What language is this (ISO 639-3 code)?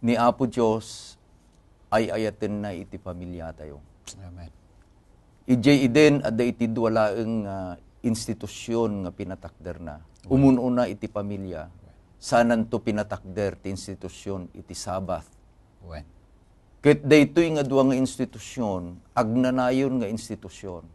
ilo